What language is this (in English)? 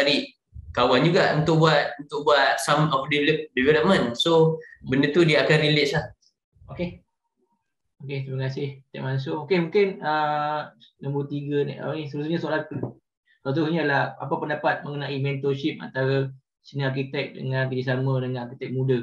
Malay